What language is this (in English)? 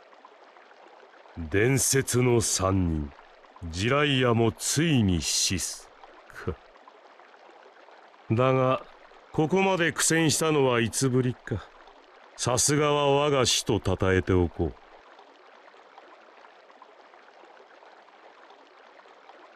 Japanese